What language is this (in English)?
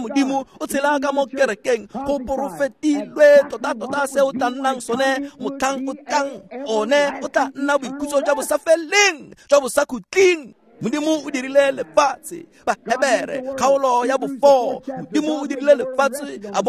Tswana